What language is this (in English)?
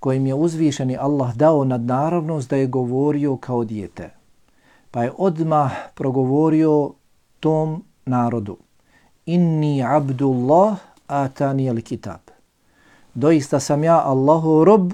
Bosnian